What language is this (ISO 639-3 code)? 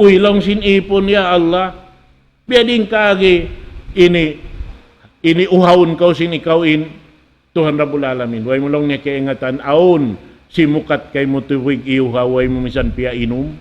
tsg